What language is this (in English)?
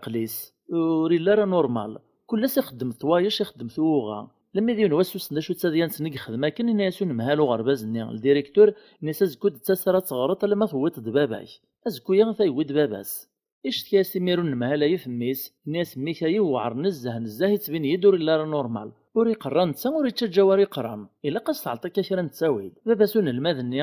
Kabyle